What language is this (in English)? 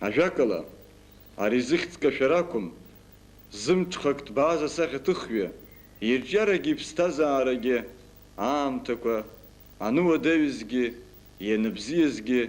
Abkhazian